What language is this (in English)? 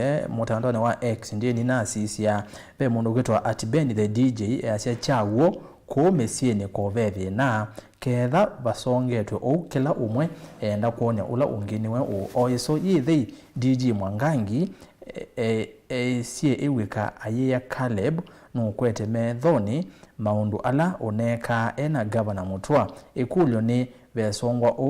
Kamba